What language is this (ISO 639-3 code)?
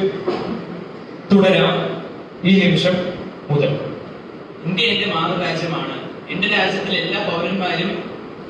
mal